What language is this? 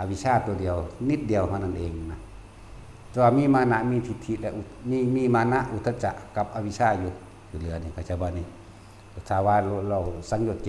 Northeastern Thai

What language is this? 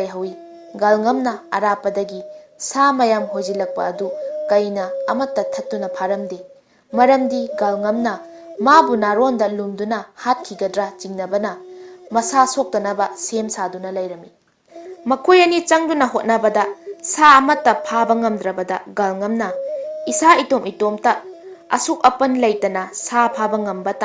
Manipuri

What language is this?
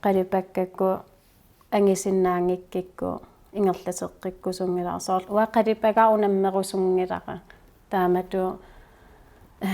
Kalaallisut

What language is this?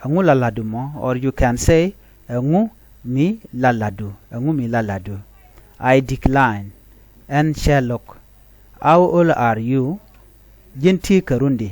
Nuer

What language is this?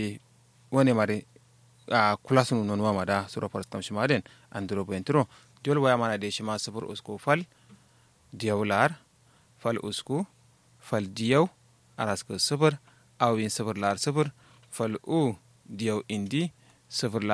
Kanuri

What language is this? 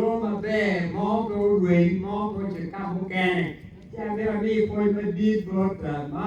Acoli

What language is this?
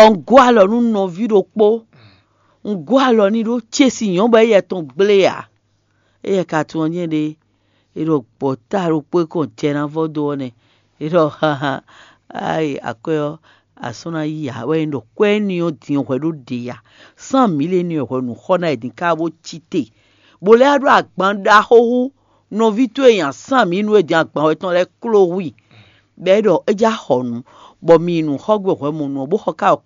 Fon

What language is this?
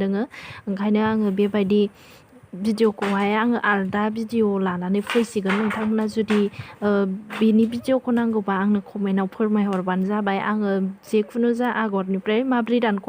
Bodo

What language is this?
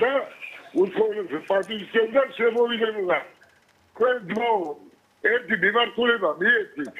Georgian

